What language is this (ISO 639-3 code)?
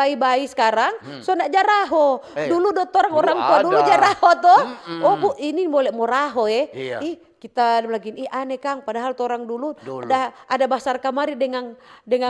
xmm